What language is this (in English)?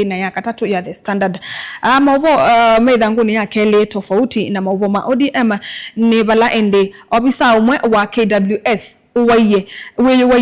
Kamba